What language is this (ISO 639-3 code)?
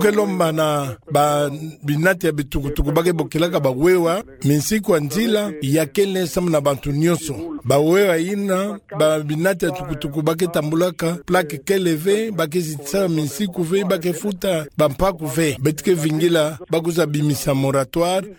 ktu